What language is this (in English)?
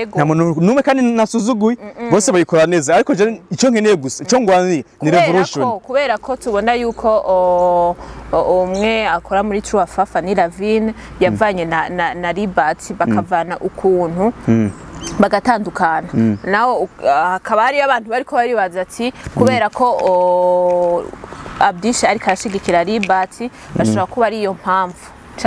Rundi